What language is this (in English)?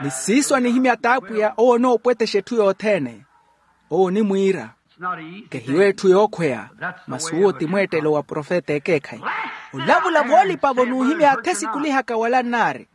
Makhuwa